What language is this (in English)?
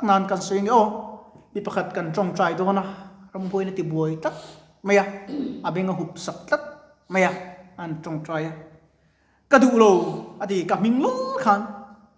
Mizo